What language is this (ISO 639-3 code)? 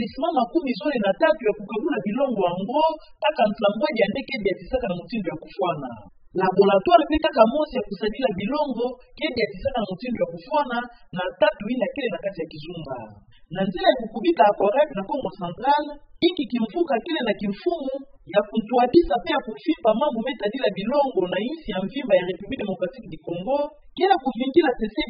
ktu